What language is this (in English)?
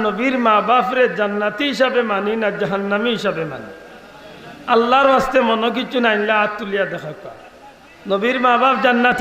Sylheti